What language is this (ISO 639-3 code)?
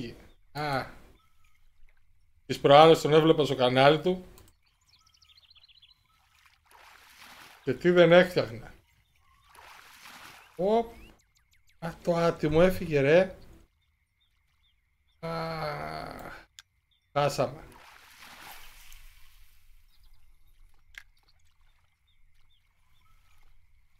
ell